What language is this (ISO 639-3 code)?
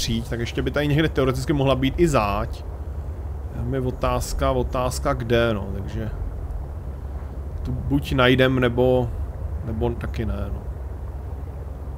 ces